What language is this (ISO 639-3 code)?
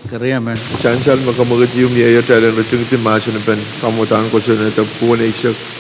pon